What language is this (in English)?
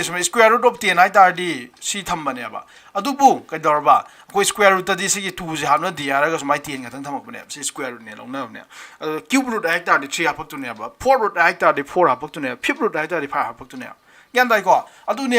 Manipuri